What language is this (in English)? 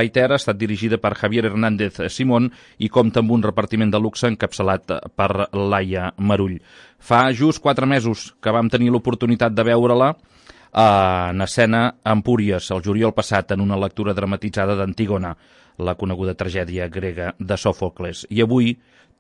Catalan